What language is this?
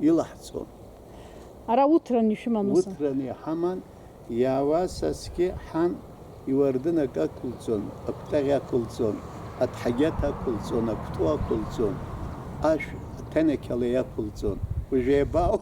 Abkhazian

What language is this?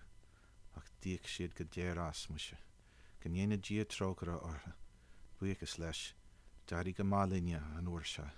Irish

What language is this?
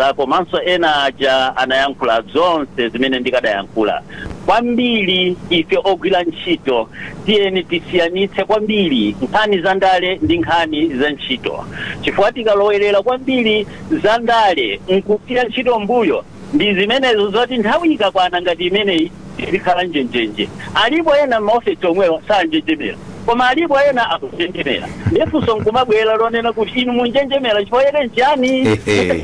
Nyanja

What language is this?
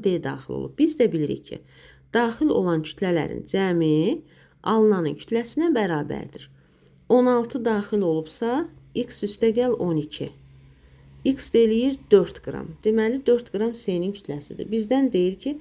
Azerbaijani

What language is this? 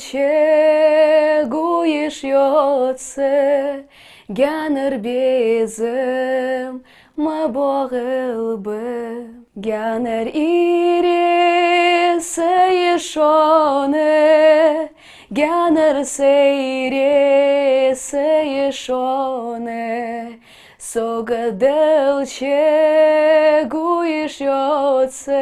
Ingush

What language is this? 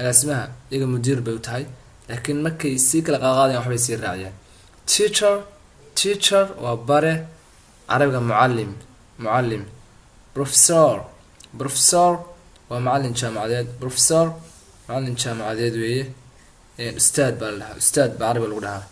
Somali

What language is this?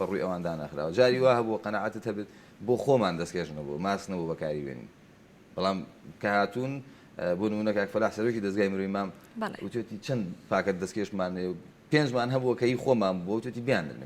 Central Kurdish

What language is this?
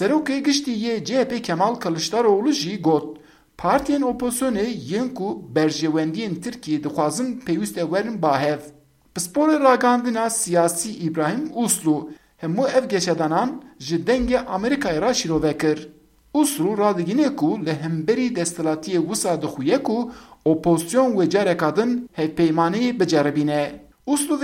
Kurdish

